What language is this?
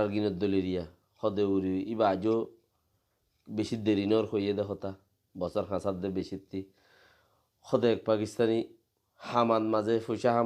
Rohingya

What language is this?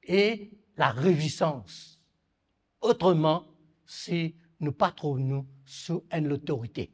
Morisyen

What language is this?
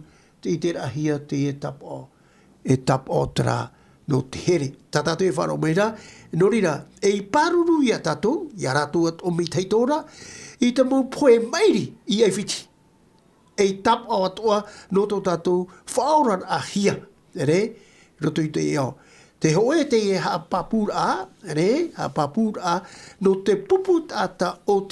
Tahitian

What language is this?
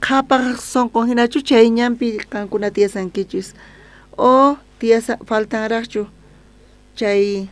South Bolivian Quechua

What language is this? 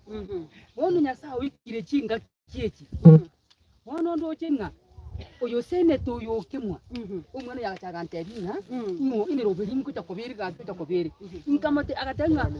Gusii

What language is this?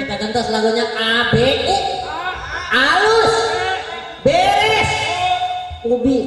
Betawi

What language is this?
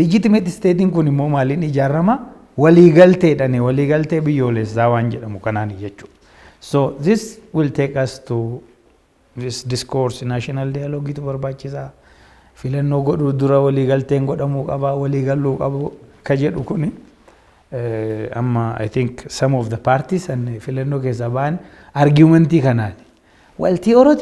Oromo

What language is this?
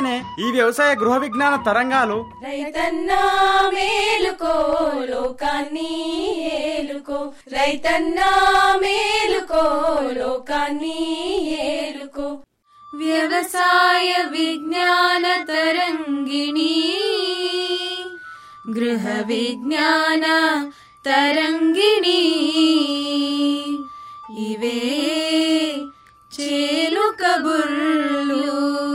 Telugu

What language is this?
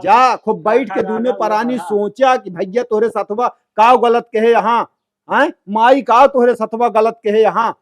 Awadhi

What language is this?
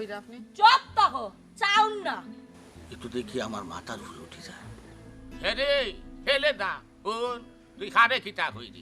Sylheti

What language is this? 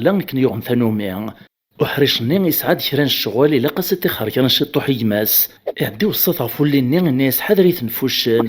Kabyle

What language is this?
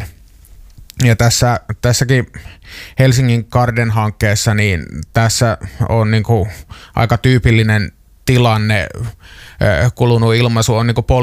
Finnish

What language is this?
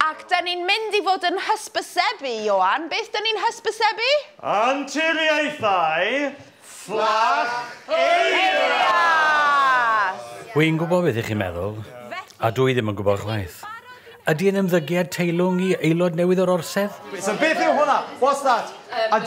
Welsh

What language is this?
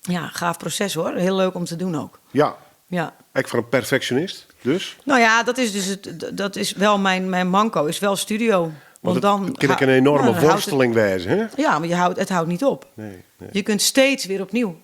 Western Frisian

